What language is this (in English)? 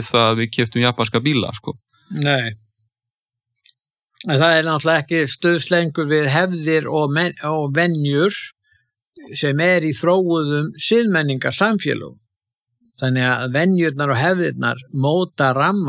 Icelandic